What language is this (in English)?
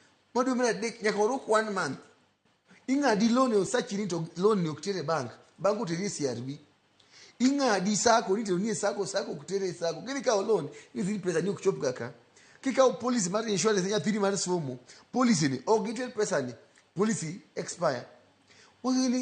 Luo (Kenya and Tanzania)